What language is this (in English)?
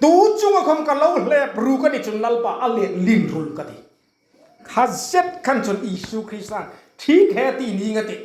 Hmar